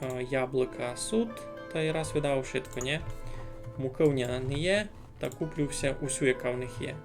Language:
Rusyn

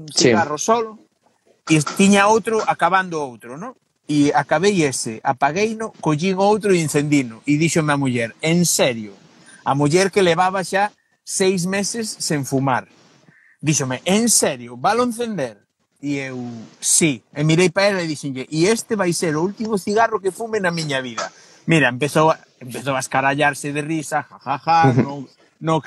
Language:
Galician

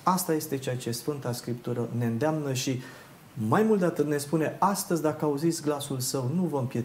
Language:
Romanian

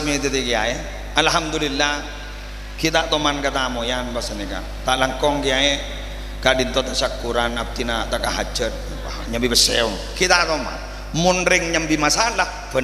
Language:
Madurese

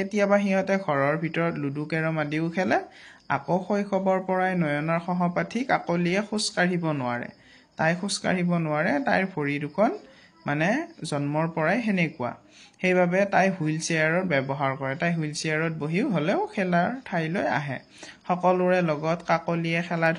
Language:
Assamese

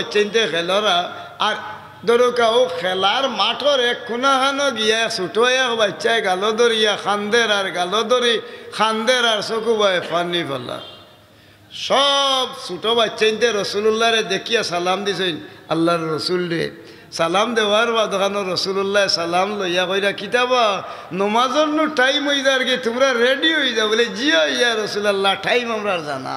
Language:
Sylheti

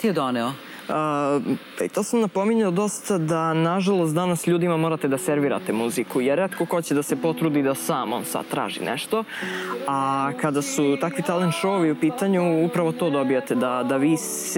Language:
Serbian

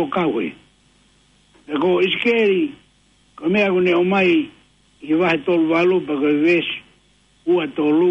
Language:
Tongan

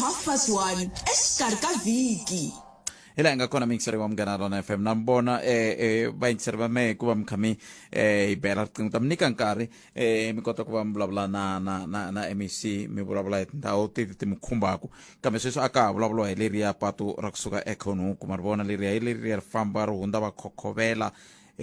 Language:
Tsonga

